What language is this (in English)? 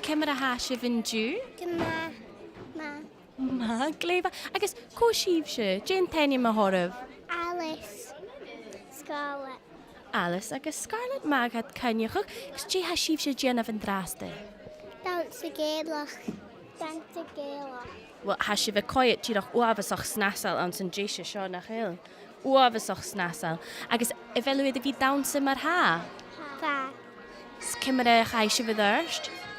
Scottish Gaelic